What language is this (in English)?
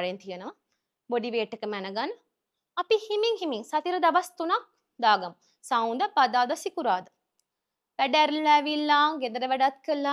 Sinhala